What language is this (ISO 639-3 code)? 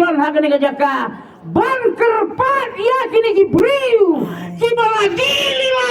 kha